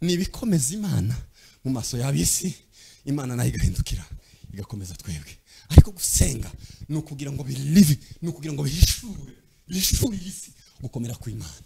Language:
Kinyarwanda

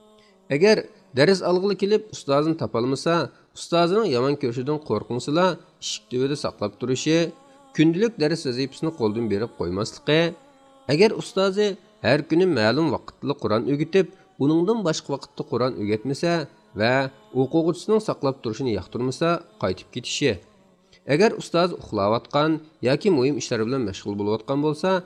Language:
Uyghur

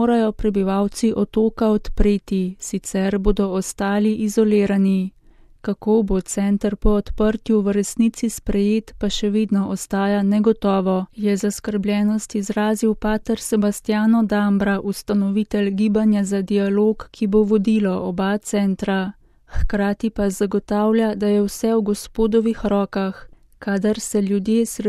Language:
Slovenian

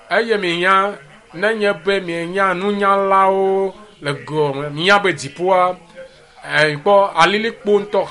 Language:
Ewe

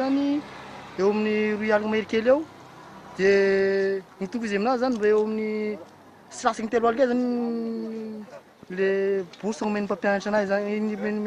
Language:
Malagasy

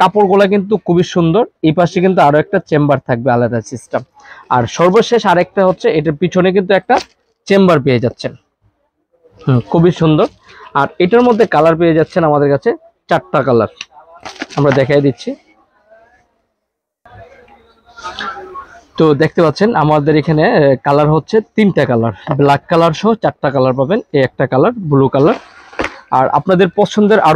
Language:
Bangla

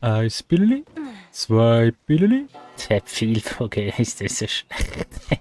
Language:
Swiss German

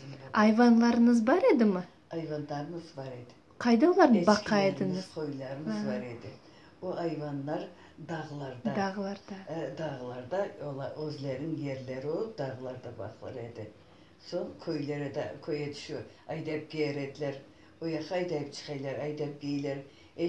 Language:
Crimean Tatar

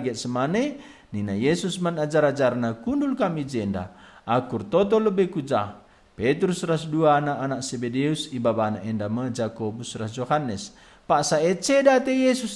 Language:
Batak Karo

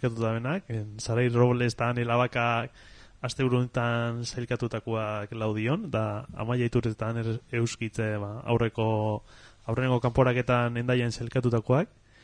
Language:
Basque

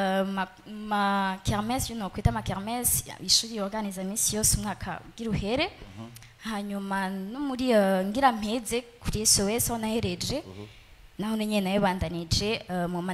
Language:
Rundi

